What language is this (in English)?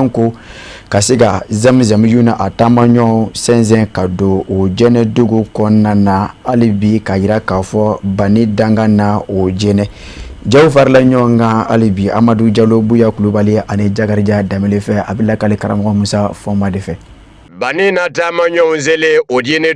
Bambara